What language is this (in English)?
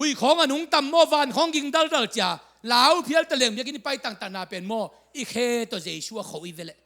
Tedim Chin